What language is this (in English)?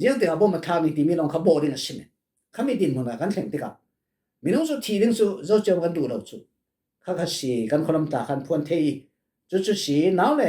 Falam Chin